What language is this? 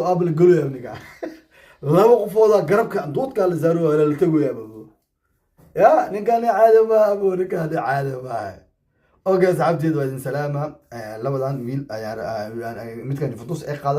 Somali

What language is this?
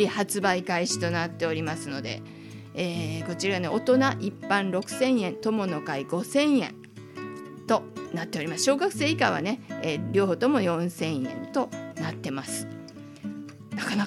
Japanese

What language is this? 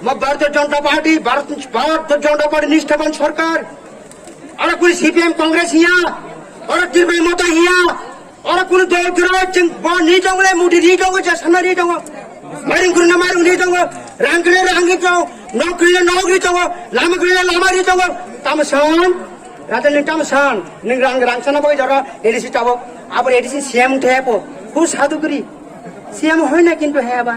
Kok Borok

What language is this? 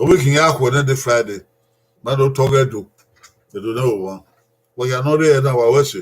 Bini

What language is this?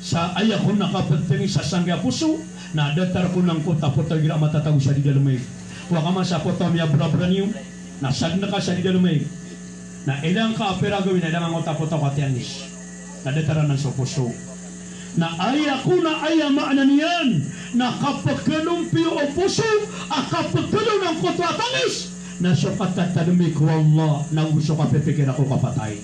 Maranao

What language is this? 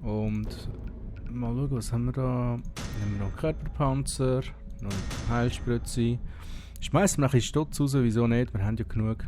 Swiss German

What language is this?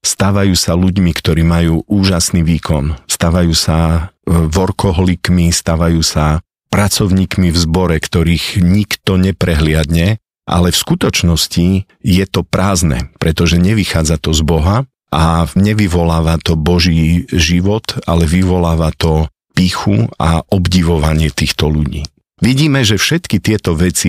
Slovak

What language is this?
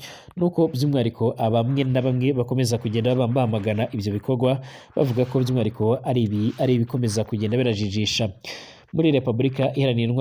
Rundi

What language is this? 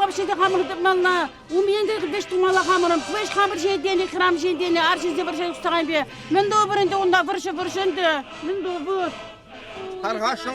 Chuvash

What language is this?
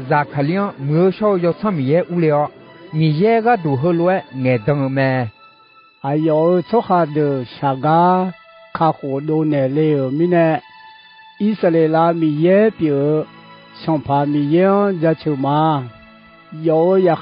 Akha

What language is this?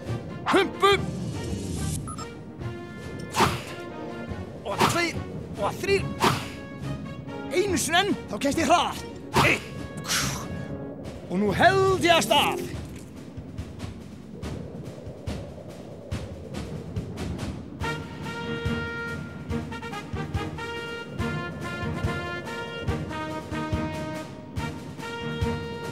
Icelandic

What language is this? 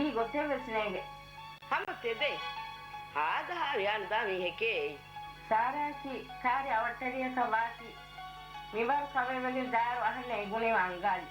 Divehi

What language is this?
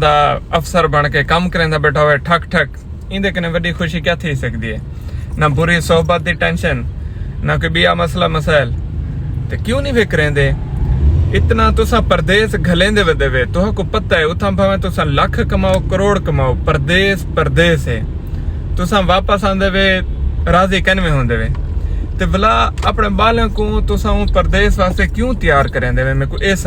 Saraiki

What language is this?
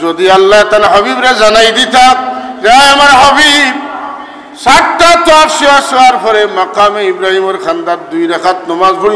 Sylheti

